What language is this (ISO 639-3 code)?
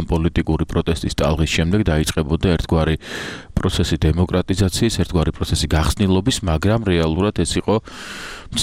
kat